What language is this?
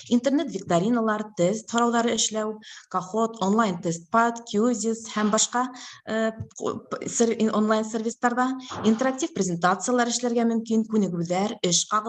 Bashkir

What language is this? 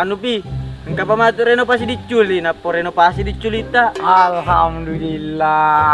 Buginese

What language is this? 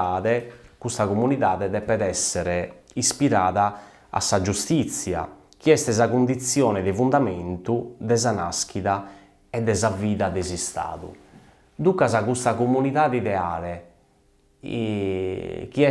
Sardinian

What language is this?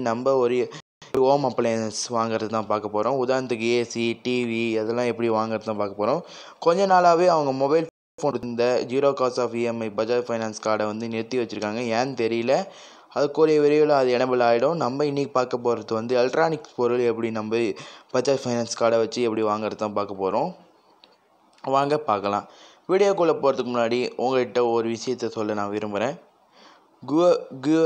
Tamil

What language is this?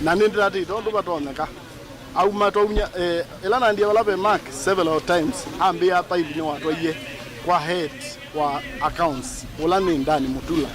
Kamba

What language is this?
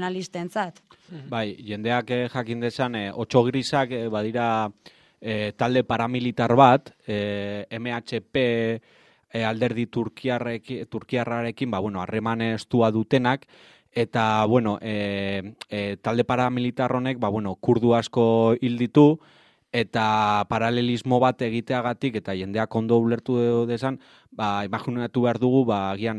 Basque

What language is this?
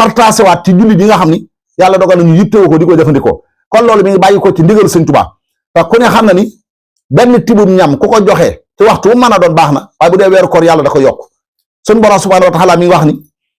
Wolof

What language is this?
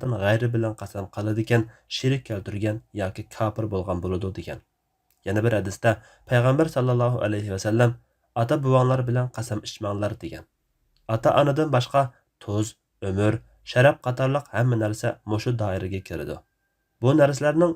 Uyghur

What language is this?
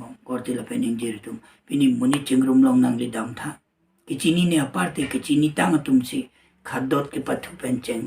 Karbi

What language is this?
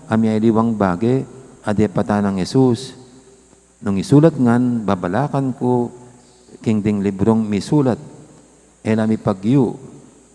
Pampanga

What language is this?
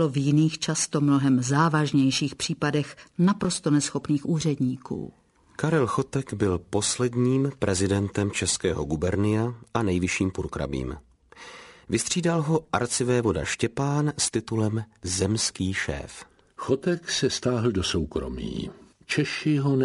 Czech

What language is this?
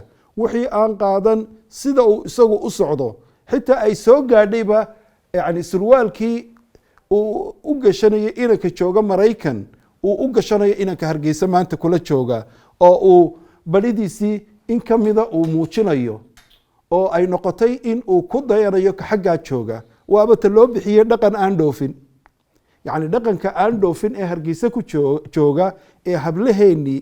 Somali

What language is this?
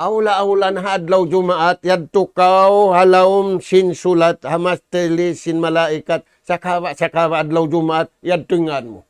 Tausug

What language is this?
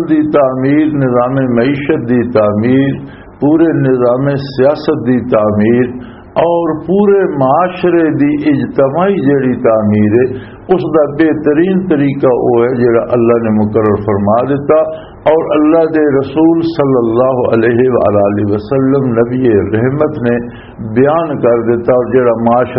Western Panjabi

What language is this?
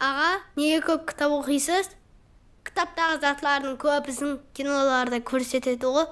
Kara-Kalpak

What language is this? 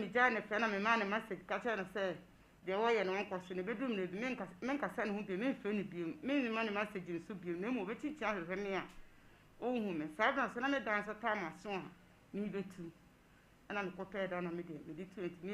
Akan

